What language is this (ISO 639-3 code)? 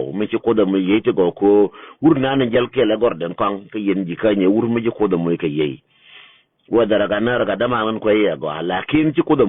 nus